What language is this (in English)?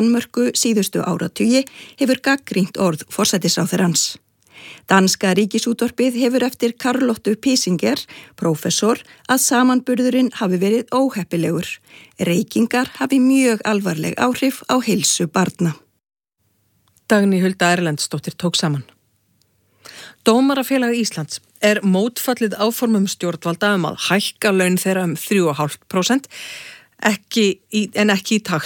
Icelandic